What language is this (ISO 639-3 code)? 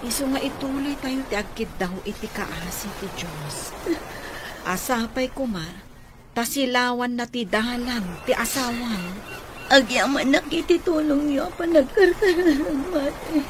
ilo